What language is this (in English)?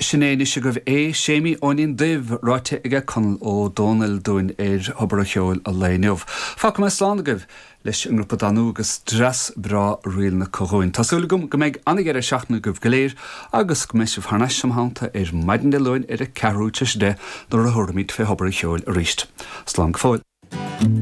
Irish